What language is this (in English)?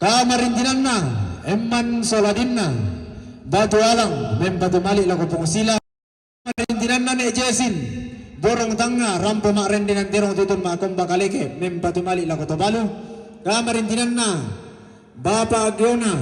Toraja-Sa'dan